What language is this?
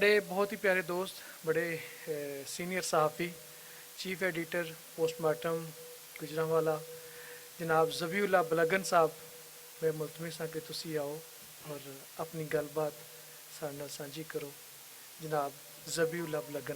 Western Panjabi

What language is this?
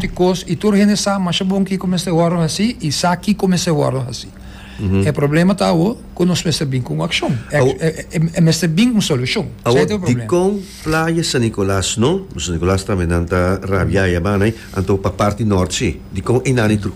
Papiamento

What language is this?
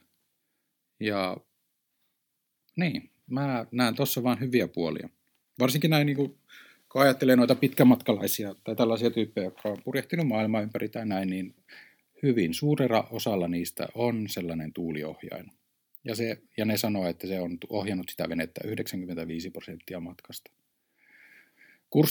Finnish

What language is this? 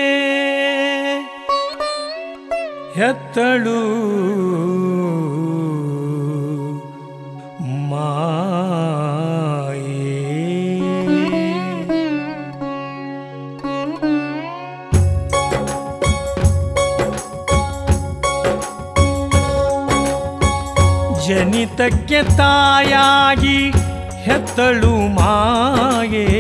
Kannada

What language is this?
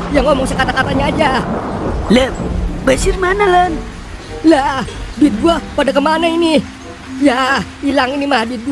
Betawi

